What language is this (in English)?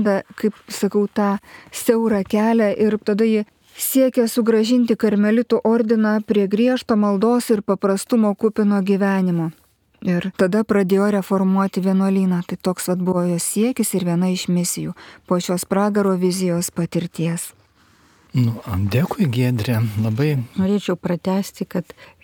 Lithuanian